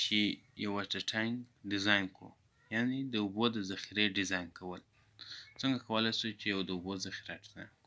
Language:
Pashto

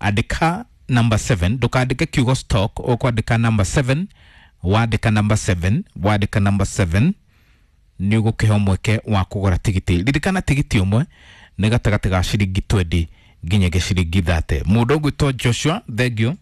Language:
Kikuyu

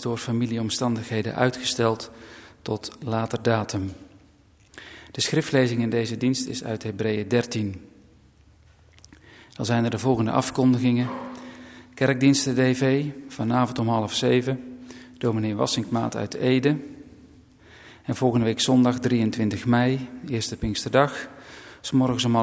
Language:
Dutch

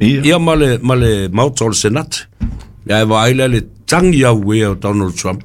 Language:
Samoan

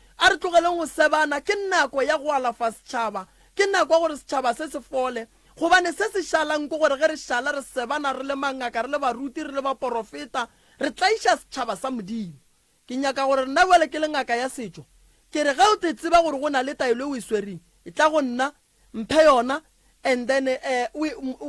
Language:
Northern Sotho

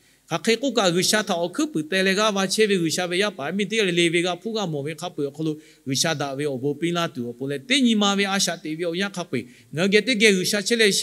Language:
Lahu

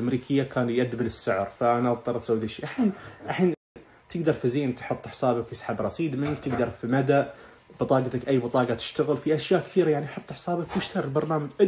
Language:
Najdi Arabic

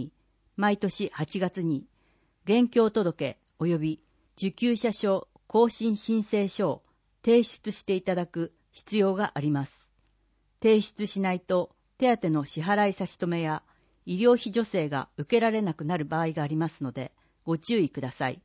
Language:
Japanese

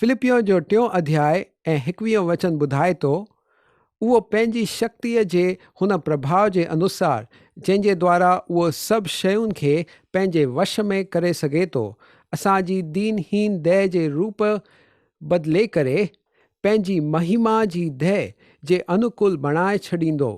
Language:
Sindhi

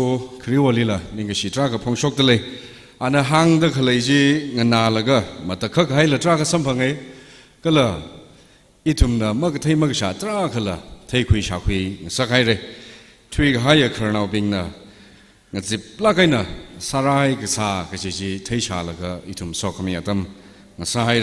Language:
Tangkhul Naga (India)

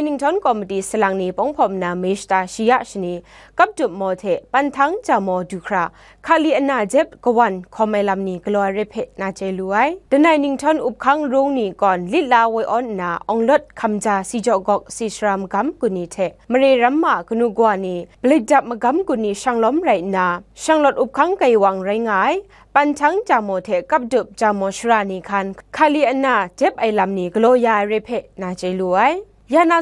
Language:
Kachin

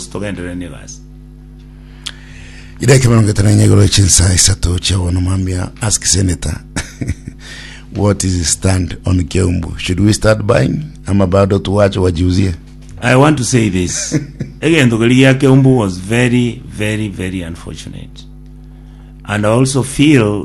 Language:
Gusii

